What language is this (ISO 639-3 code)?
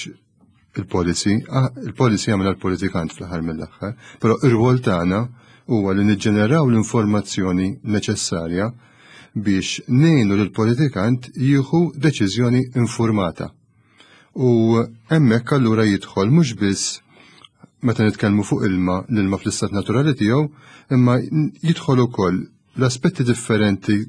mlt